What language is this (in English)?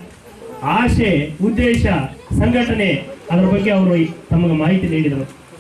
Kannada